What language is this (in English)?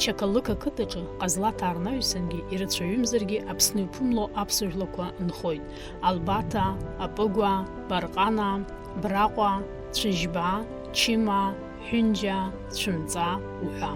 Abkhazian